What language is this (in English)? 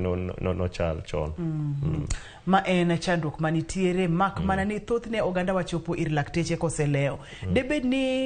Luo (Kenya and Tanzania)